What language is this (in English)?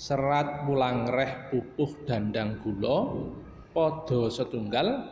Javanese